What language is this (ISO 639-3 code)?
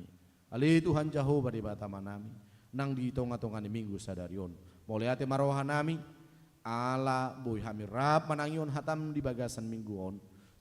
bbc